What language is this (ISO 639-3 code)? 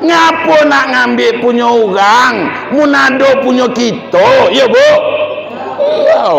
min